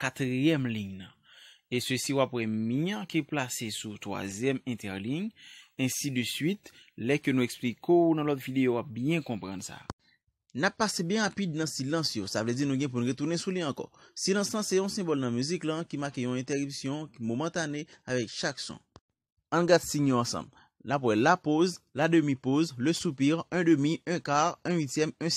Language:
Haitian Creole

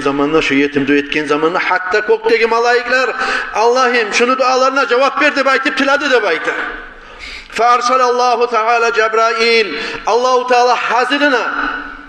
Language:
Kumyk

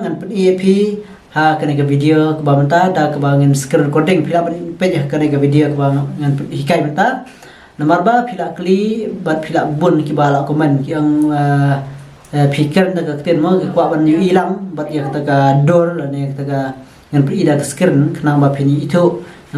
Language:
Khasi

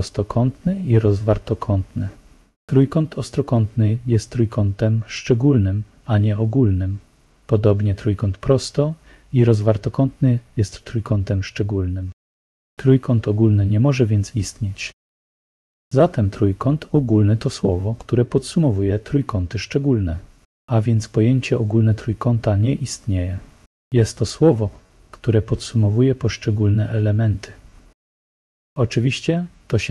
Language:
Polish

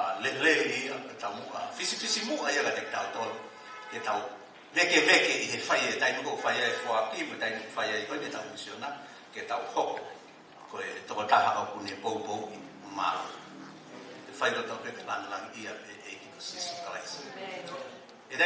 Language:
Tongan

